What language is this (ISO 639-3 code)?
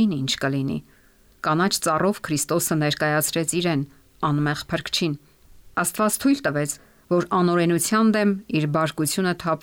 hye